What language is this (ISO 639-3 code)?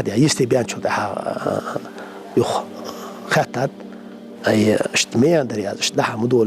inh